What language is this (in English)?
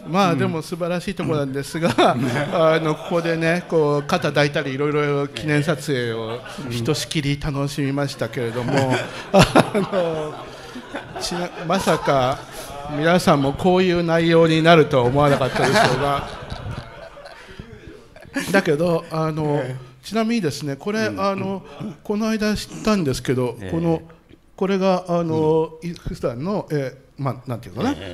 Japanese